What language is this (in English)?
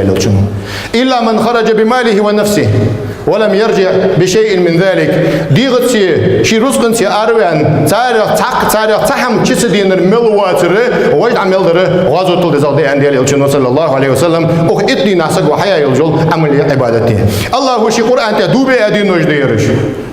Ingush